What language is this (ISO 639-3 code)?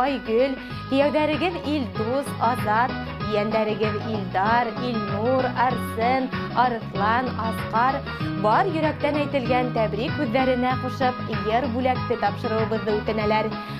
bak